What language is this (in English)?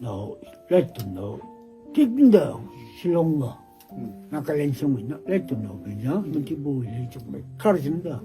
Tangkhul Naga (India)